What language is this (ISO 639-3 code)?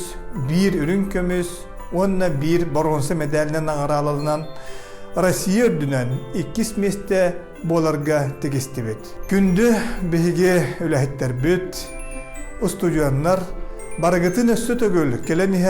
sah